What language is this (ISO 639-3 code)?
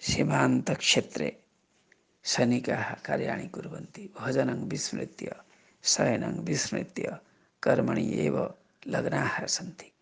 san